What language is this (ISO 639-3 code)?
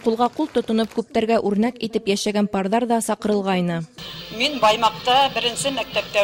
bak